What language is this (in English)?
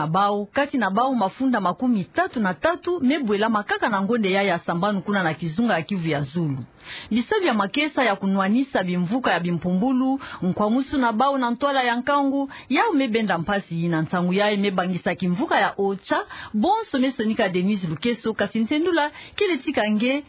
Kituba (Democratic Republic of Congo)